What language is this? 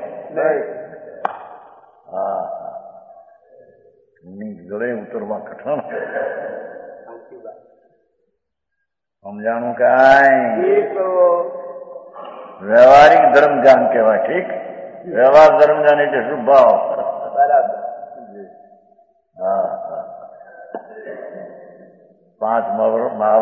Gujarati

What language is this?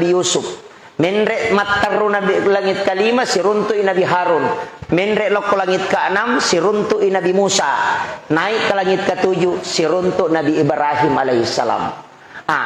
Buginese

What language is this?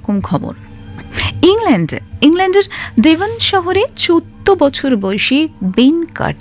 Bangla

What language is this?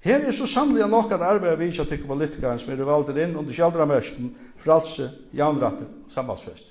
Faroese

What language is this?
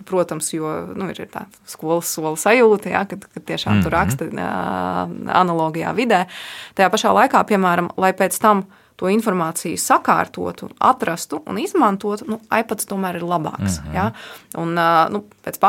Latvian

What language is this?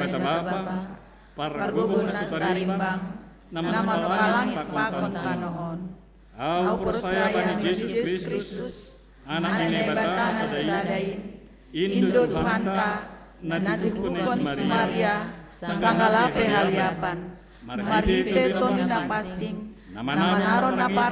Batak Simalungun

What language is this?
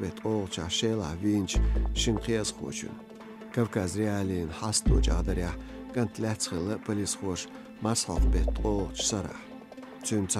Chechen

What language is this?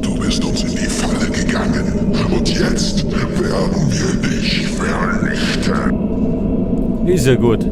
Bavarian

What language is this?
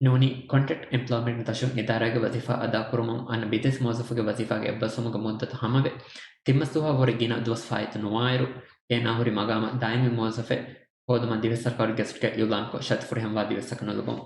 Divehi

